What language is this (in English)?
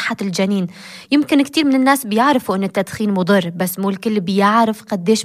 North Levantine Arabic